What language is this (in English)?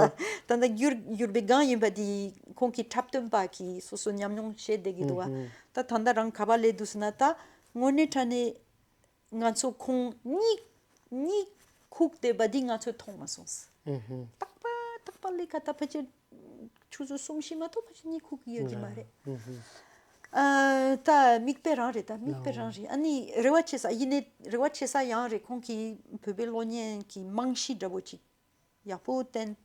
Tibetan